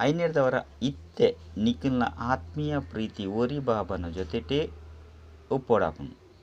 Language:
Tulu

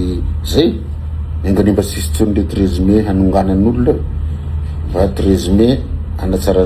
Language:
Malagasy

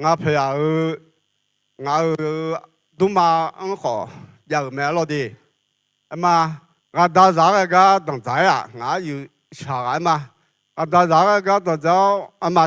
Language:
Akha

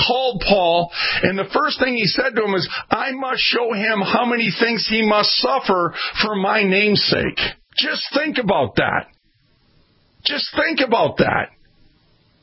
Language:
English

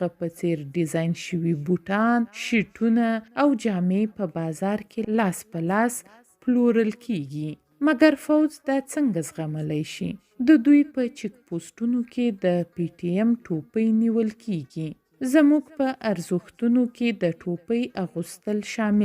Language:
Pashto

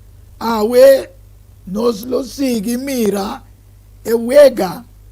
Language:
Papiamento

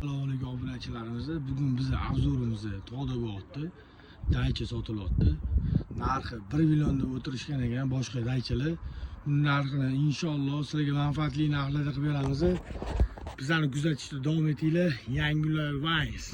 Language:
Uzbek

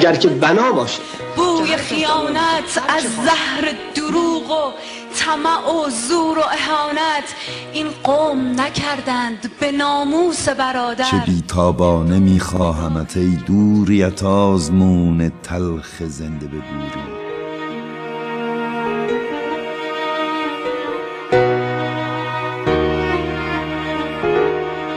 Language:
Persian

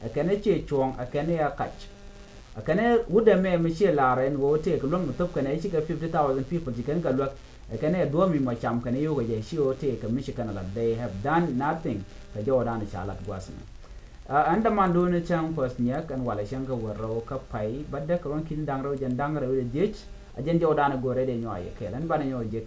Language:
Nuer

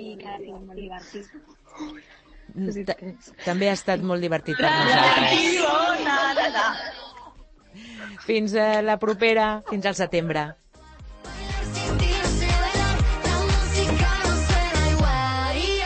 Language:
Catalan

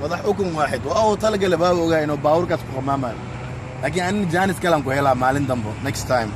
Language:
Somali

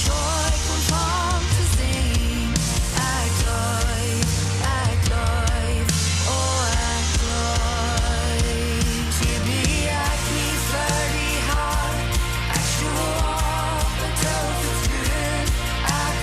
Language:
Plautdietsch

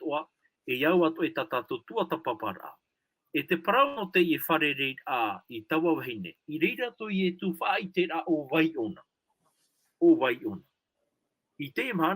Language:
Tahitian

